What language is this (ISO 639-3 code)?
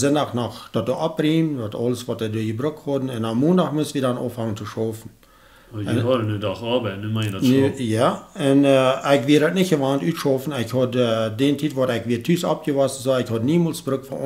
pdt